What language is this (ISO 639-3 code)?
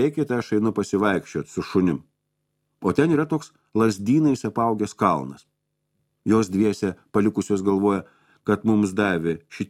lit